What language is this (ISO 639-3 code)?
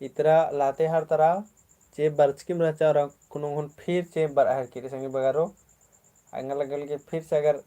kru